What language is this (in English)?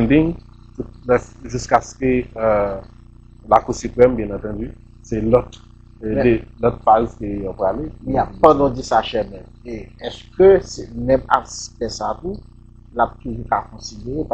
Haitian Creole